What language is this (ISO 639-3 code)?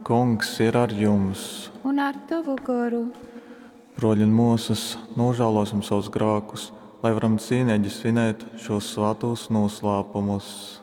ltg